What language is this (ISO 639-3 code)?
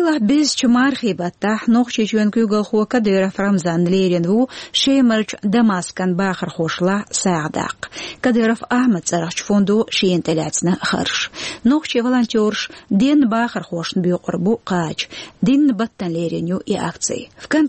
che